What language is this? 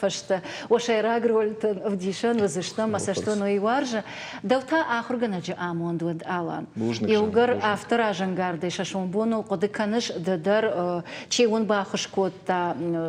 Ossetic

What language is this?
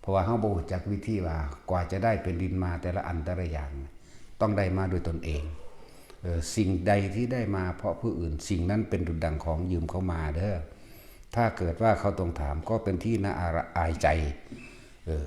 Northeastern Thai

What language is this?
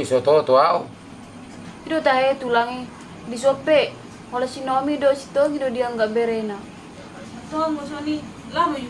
Batak Toba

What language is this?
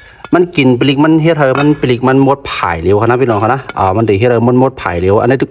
Shan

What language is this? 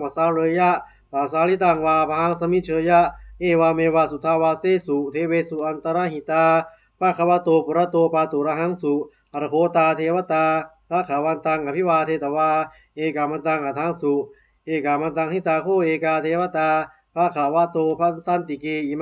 Pali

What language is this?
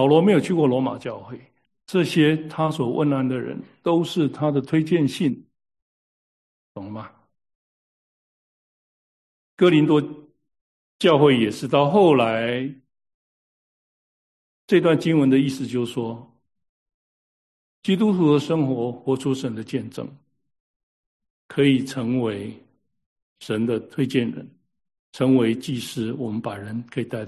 Chinese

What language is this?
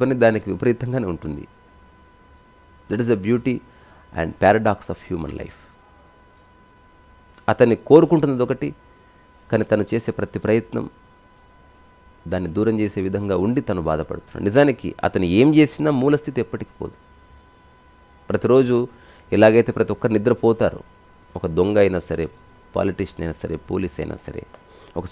Telugu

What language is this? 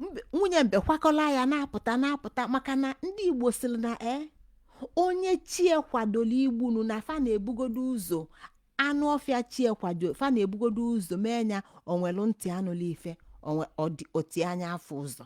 Igbo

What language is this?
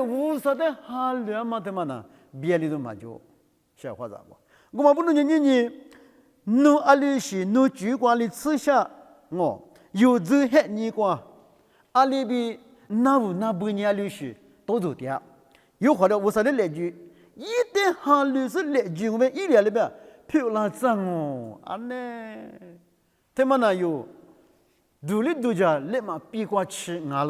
Lisu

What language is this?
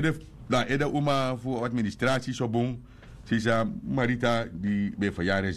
Sranan Tongo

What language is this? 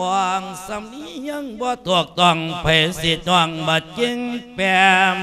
Lao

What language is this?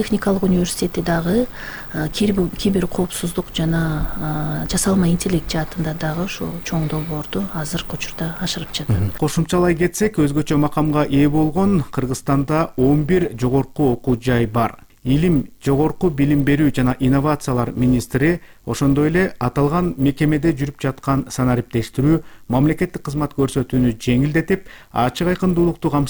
Kyrgyz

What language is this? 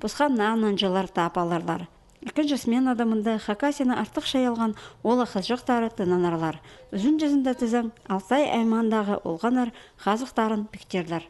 Khakas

